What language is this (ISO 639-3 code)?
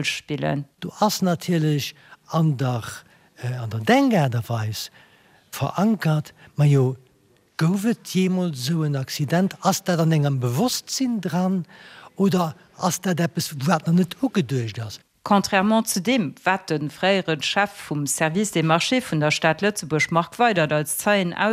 ltz